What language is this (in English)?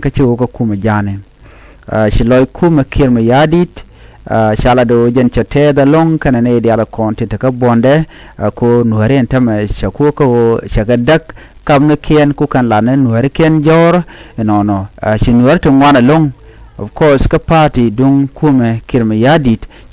Nuer